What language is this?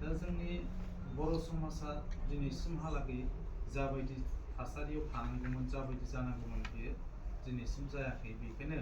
Bodo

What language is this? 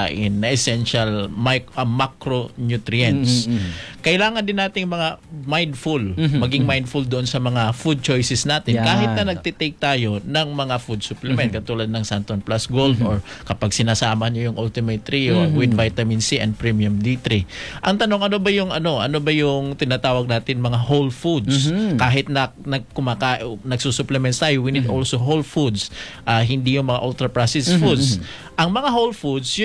Filipino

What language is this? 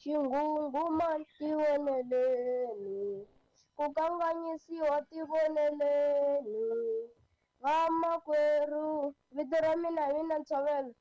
Tsonga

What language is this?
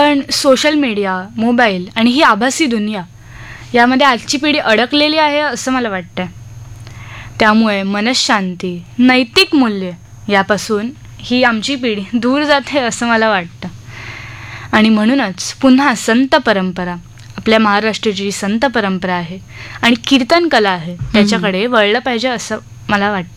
Marathi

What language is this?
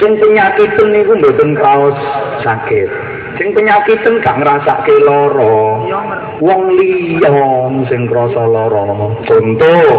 Javanese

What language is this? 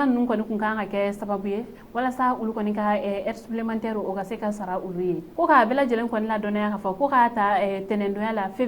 Bambara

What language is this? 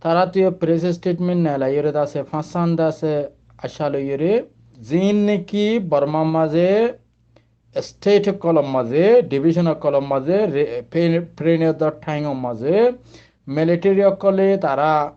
Rohingya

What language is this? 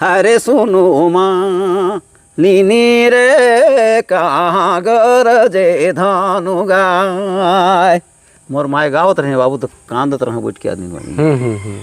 Sadri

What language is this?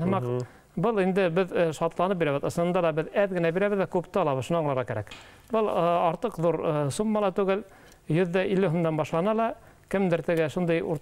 Bashkir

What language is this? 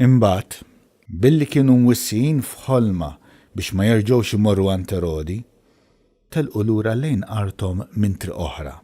Maltese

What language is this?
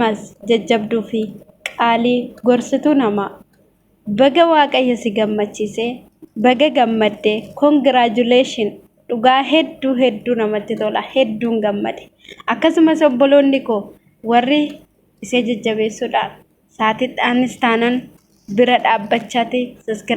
Oromo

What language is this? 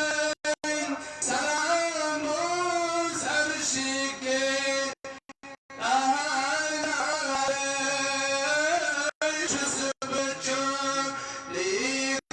Kashmiri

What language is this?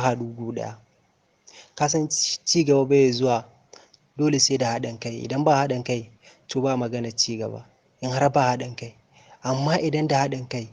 Hausa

